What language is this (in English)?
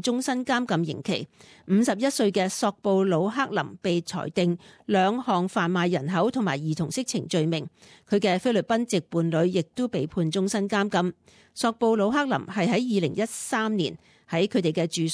Cantonese